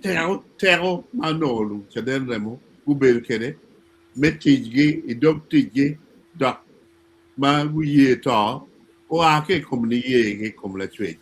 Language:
Acoli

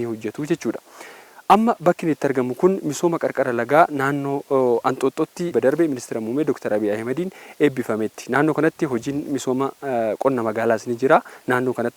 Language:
Oromo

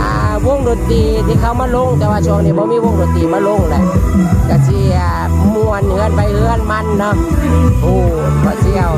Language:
Northeastern Thai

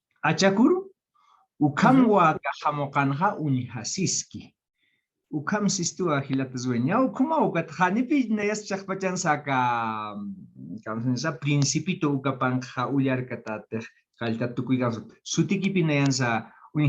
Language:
Aymara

